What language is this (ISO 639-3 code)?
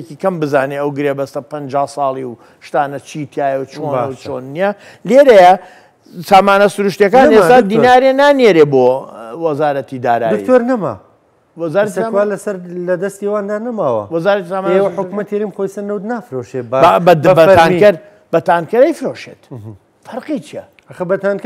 ckb